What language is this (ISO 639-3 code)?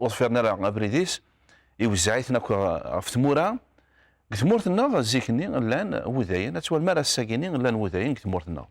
kab